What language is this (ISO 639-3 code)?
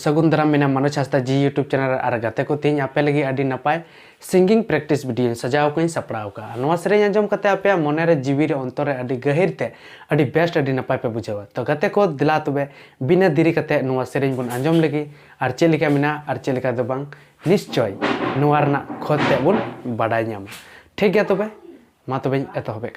sat